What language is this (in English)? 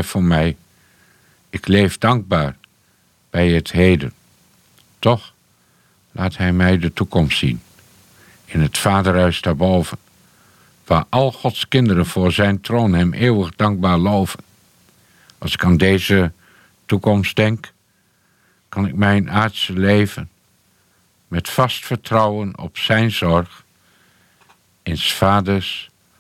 Dutch